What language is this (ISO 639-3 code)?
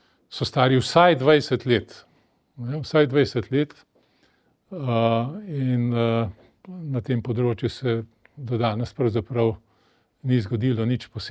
slv